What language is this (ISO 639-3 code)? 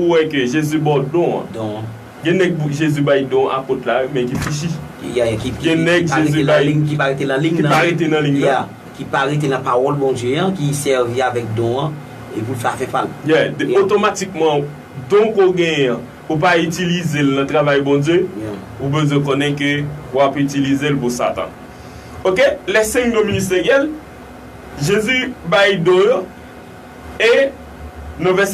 hat